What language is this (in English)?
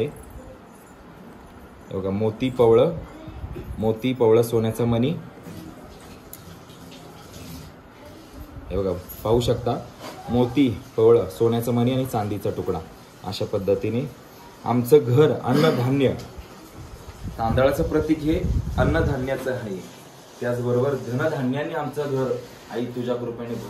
Marathi